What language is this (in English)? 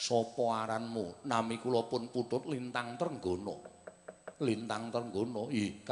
Javanese